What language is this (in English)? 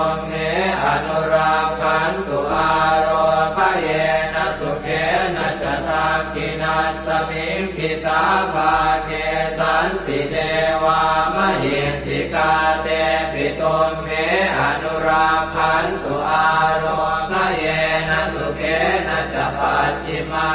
Pali